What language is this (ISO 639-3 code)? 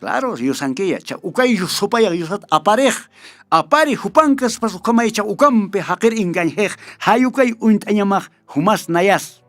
aym